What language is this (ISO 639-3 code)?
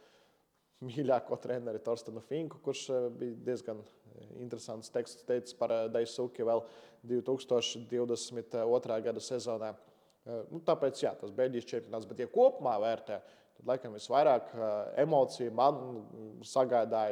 lav